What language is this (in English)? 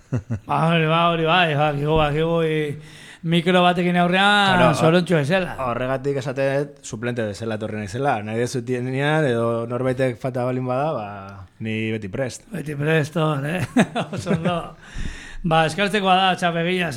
Basque